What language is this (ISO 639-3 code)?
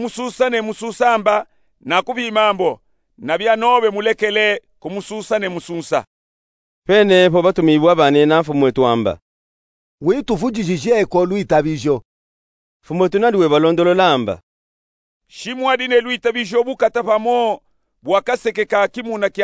lub